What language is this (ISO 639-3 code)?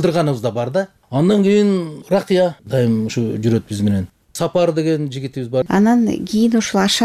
kir